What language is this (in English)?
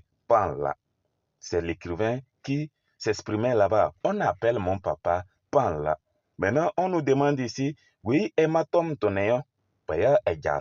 Kabiyè